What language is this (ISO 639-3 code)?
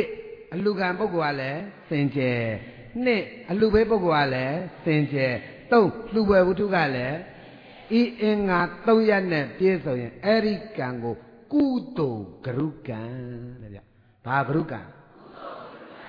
mya